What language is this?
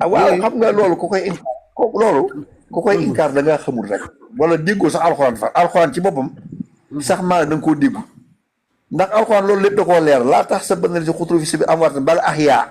Wolof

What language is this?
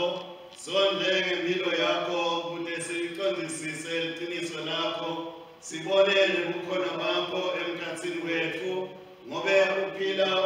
Swati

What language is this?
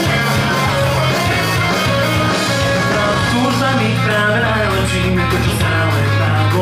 Slovak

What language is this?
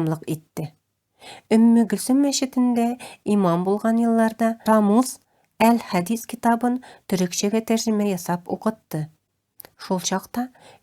Tatar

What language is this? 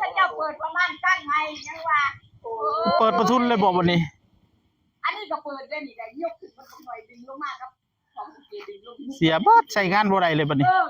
Northeastern Thai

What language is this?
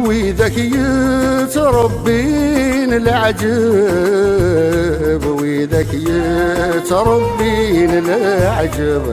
Kabyle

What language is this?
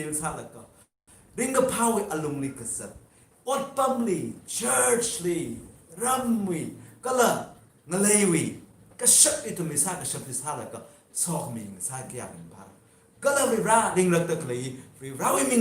Tangkhul Naga (India)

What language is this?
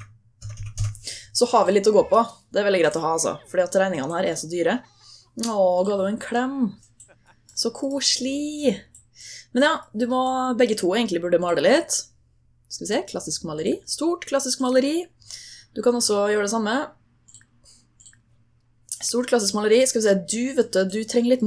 Norwegian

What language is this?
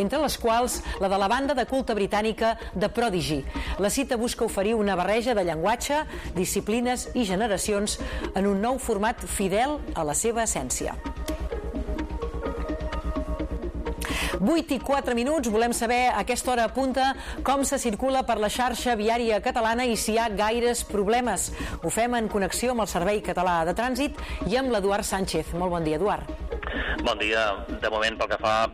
Catalan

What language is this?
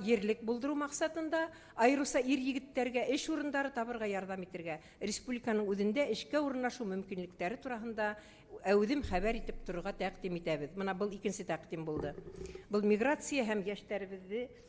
Bashkir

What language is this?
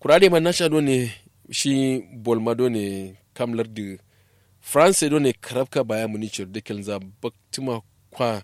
Kanuri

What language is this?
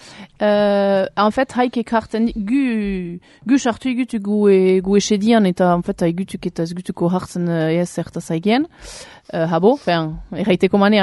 Basque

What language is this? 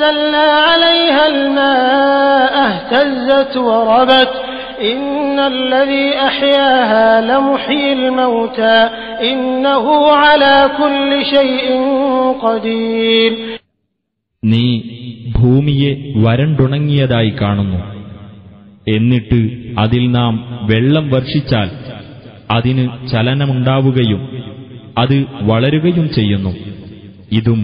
Malayalam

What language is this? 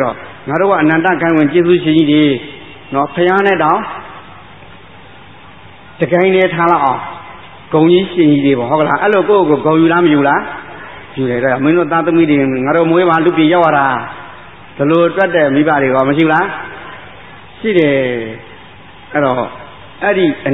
Burmese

